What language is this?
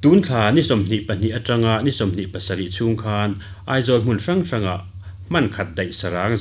Mizo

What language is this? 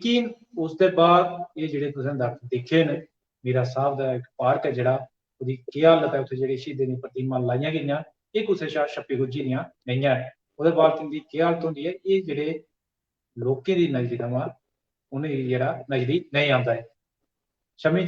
Dogri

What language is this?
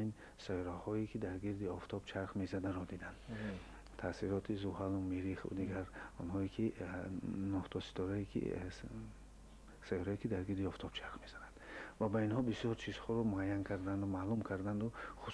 Persian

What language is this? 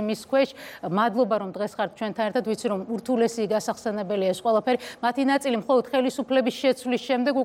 Georgian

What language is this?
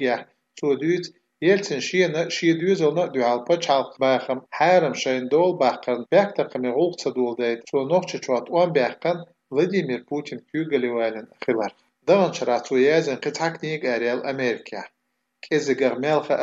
Chechen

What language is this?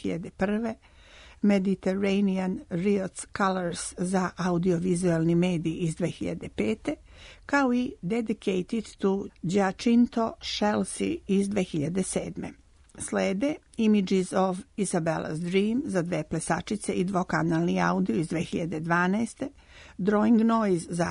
Serbian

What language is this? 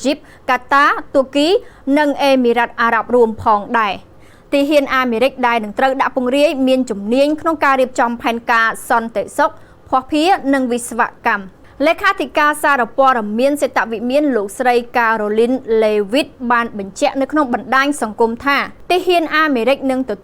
Khmer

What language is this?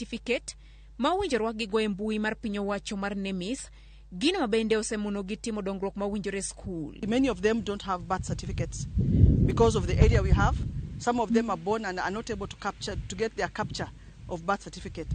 Luo (Kenya and Tanzania)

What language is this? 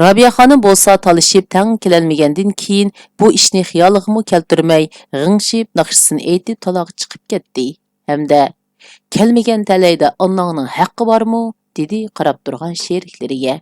Uyghur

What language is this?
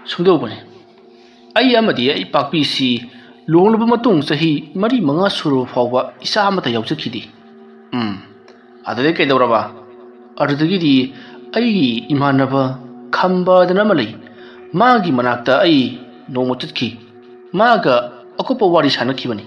Manipuri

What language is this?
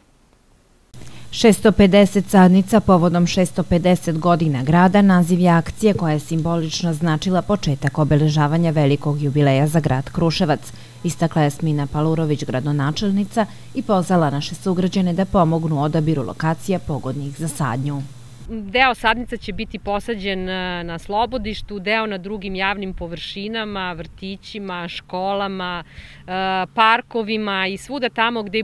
Serbian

